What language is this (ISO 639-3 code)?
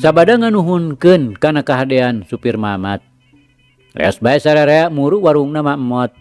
sun